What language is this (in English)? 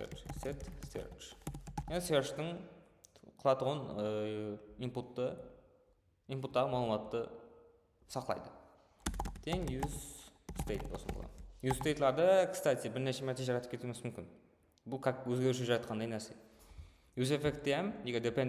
Kara-Kalpak